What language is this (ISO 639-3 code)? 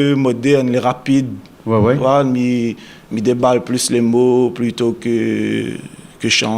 rcf